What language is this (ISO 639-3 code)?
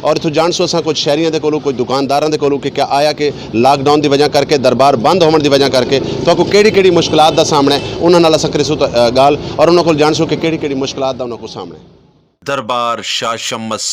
skr